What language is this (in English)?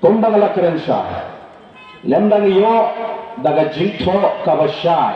Khasi